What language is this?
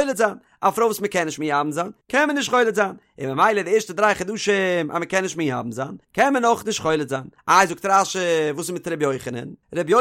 Yiddish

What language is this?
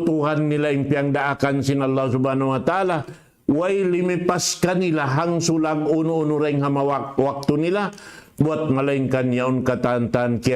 Tausug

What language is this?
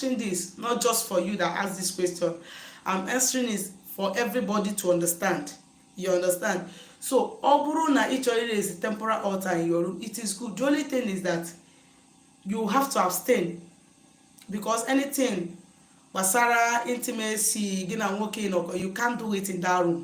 Igbo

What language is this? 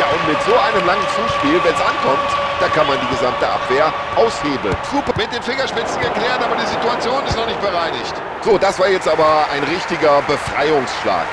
Bavarian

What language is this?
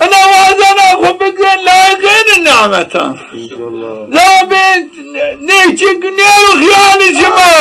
Zaza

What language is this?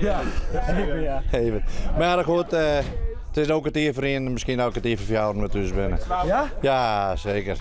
Western Frisian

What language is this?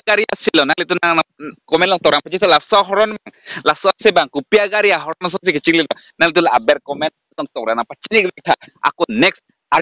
Karbi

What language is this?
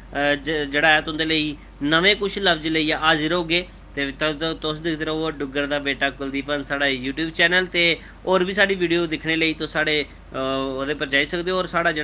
Dogri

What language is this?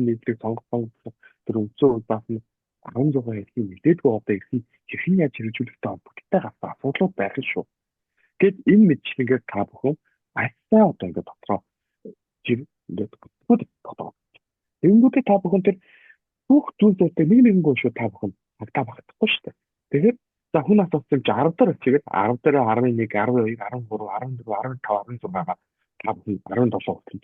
Mongolian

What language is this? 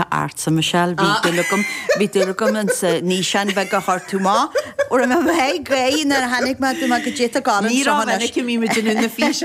Irish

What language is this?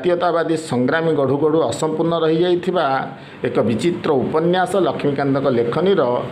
Odia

